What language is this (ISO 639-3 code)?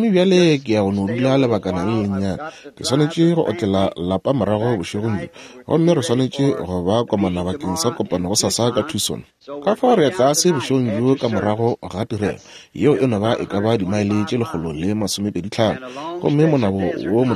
nso